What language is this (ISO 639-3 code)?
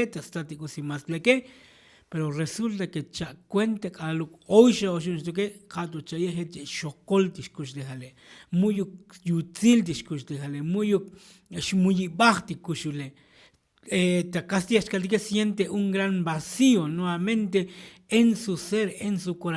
tzo